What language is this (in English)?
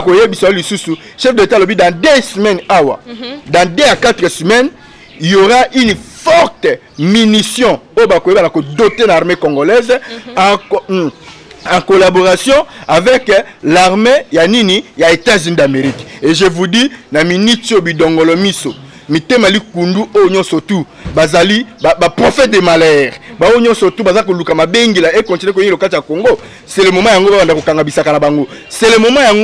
Lingala